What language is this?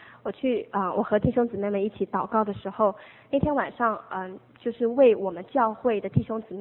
Chinese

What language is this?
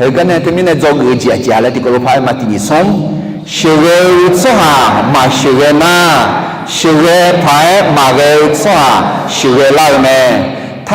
Akha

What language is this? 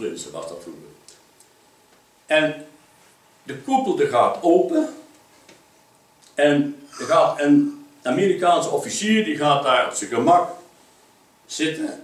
Dutch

